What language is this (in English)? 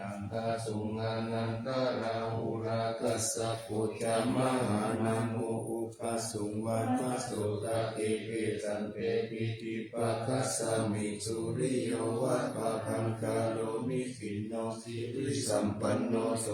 Pali